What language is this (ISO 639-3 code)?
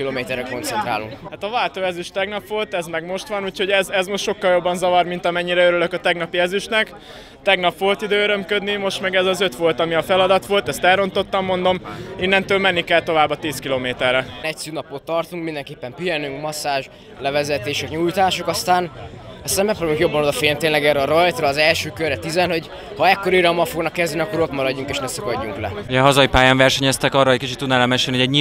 hun